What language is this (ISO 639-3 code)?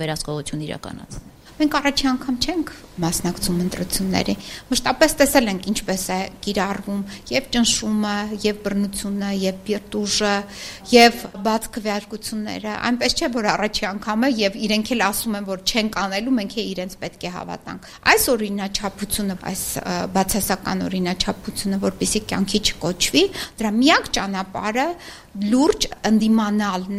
hye